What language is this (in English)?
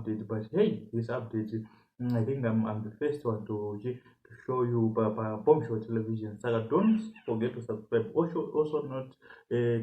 Shona